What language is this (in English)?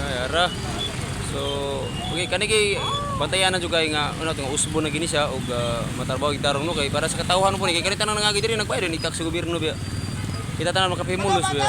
Cebuano